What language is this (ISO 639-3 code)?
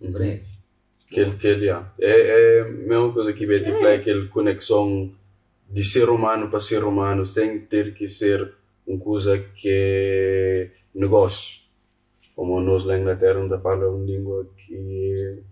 kea